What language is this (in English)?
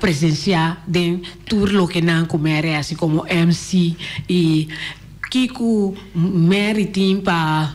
Papiamento